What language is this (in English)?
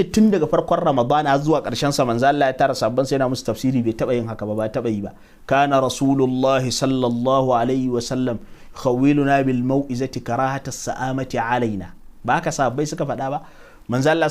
Hausa